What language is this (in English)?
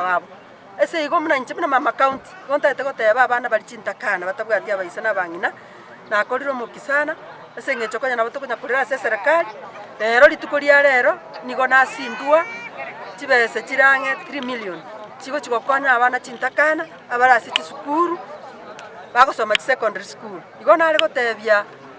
Gusii